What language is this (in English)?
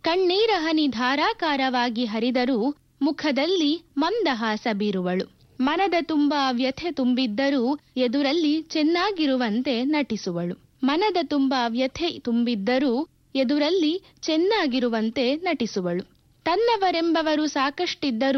Kannada